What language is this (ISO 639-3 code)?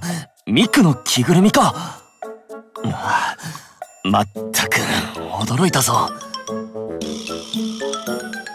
jpn